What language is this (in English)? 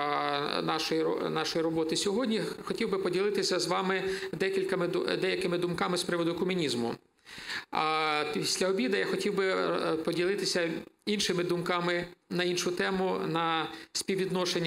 Ukrainian